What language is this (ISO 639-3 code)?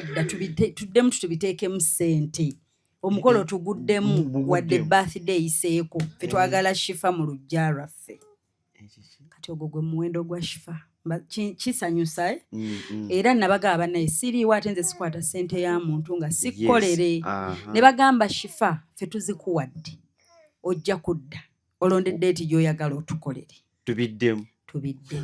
lug